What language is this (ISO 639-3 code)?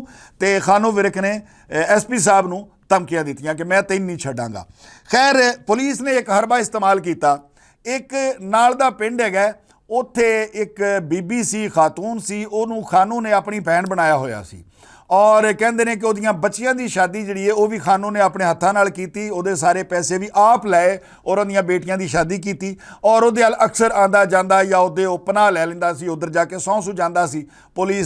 lah